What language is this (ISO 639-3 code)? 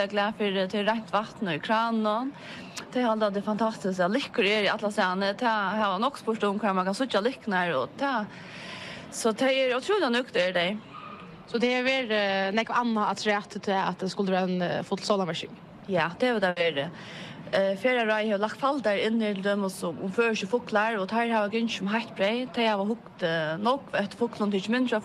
fao